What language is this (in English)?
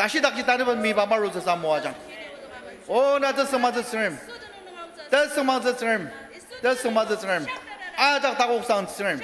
Ao Naga